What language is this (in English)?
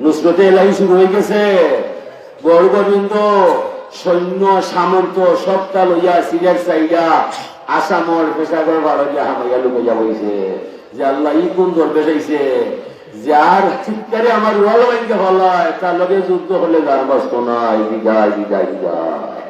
Sylheti